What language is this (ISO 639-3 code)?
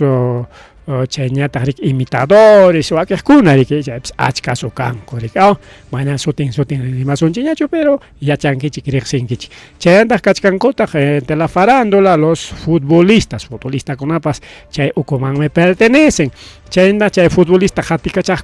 quy